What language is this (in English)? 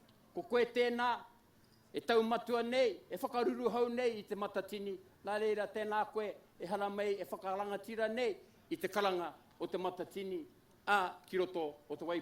Māori